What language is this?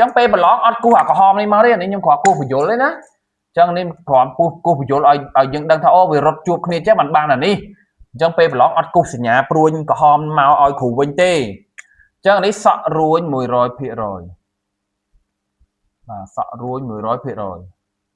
Khmer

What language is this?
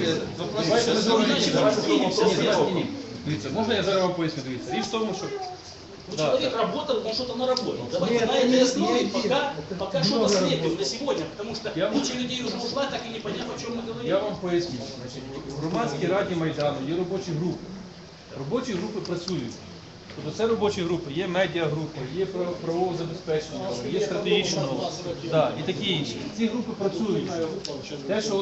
Ukrainian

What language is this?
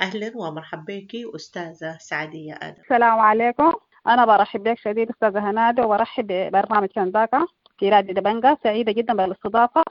Sudanese Arabic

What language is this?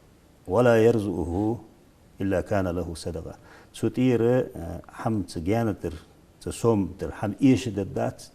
Ingush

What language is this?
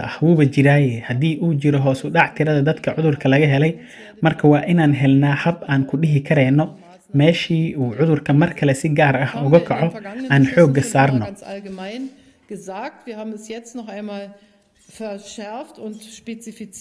Somali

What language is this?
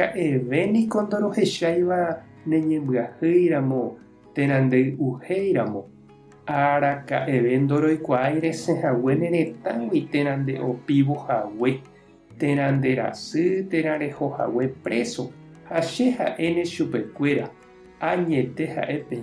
Guarani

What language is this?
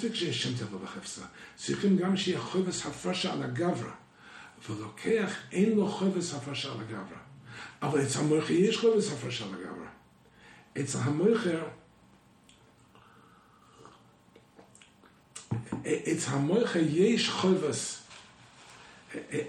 Hebrew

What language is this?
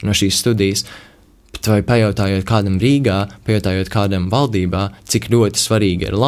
Latvian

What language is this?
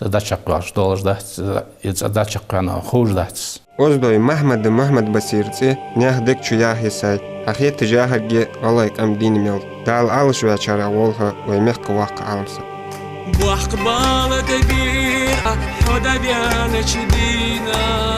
Ingush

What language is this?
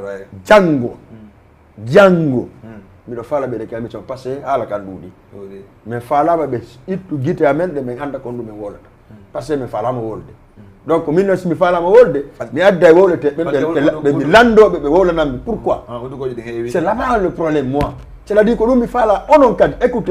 Fula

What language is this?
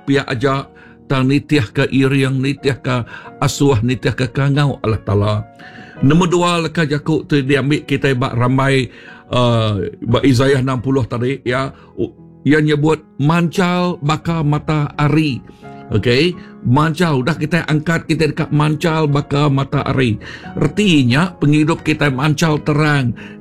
Iban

